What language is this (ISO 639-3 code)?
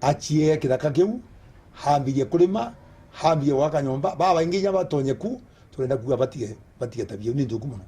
mer